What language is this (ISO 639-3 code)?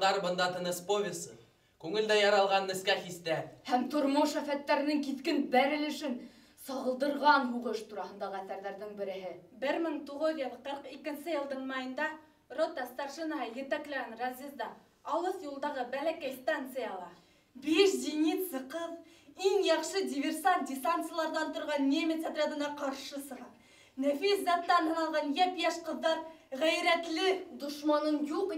bak